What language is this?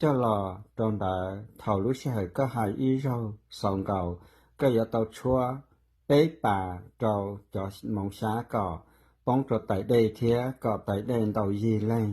Hmong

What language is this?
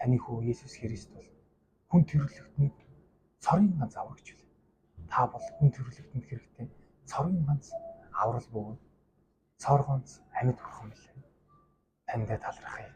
Mongolian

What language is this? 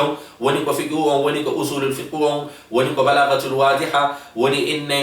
Fula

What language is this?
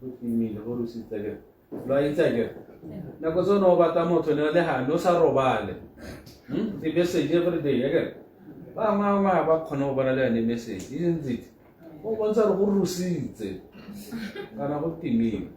Tswana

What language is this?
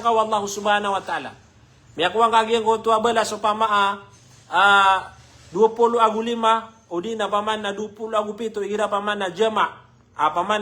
Maranao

